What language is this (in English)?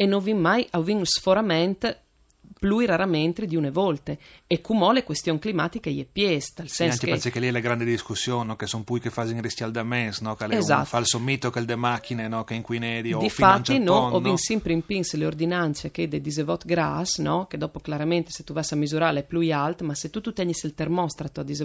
Friulian